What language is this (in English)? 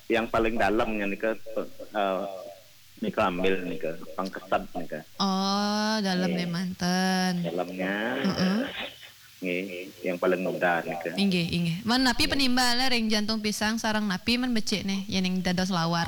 Balinese